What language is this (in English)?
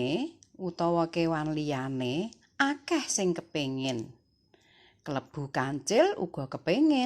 Javanese